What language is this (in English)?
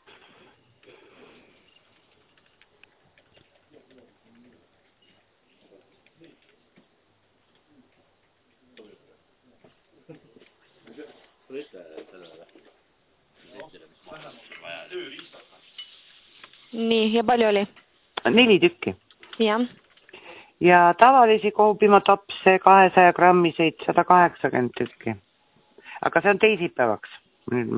Estonian